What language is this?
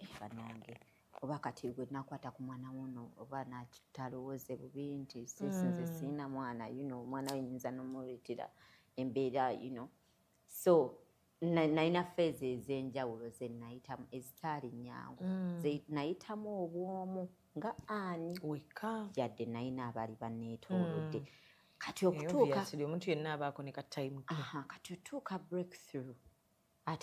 Ganda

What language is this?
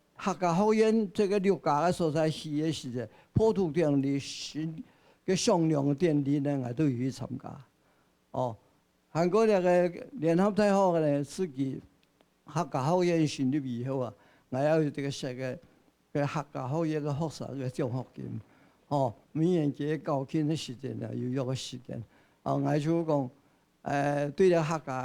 Hakka Chinese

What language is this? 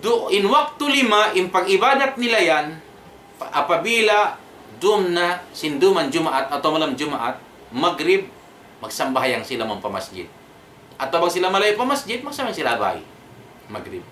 Tausug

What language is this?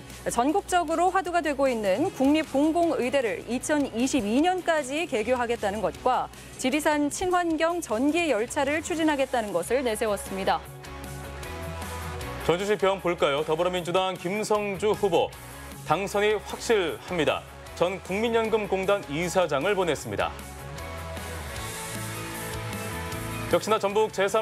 Korean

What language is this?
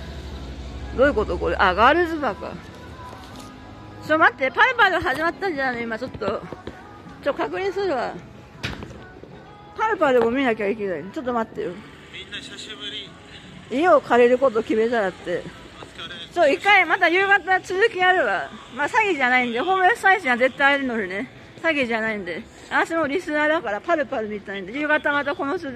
Japanese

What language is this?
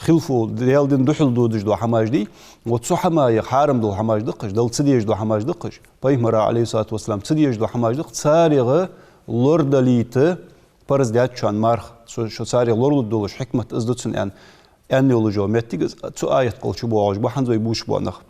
Ingush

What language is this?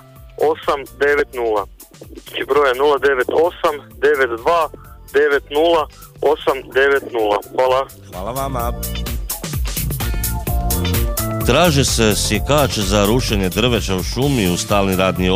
Croatian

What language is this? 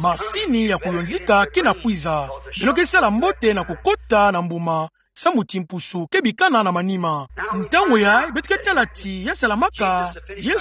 Kituba (Democratic Republic of Congo)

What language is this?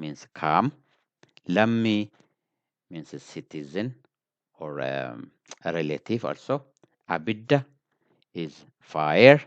English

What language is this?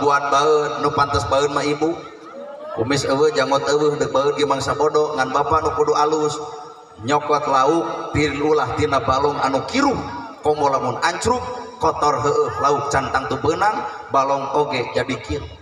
Sundanese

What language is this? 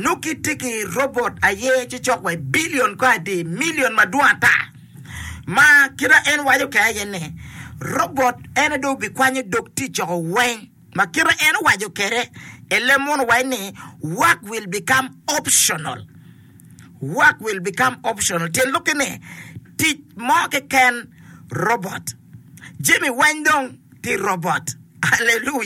Acoli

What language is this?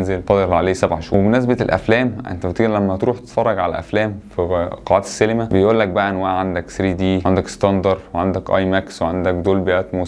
Egyptian Arabic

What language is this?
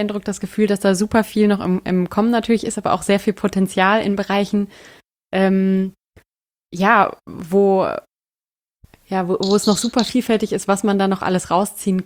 German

